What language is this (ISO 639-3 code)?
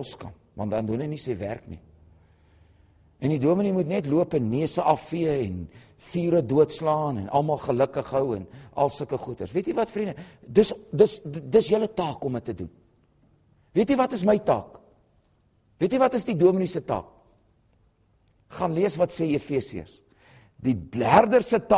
afr